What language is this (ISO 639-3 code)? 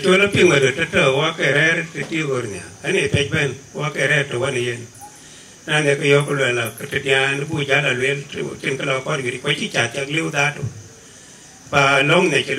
din